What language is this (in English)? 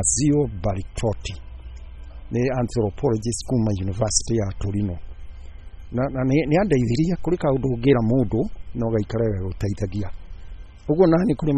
Kikuyu